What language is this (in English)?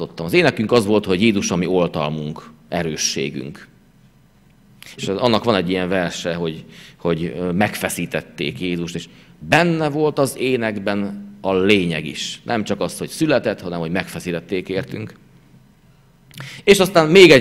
Hungarian